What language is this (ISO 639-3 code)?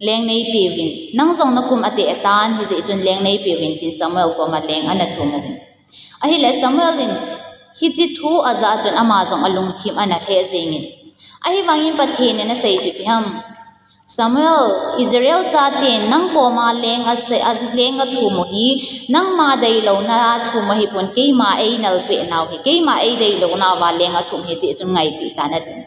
tcz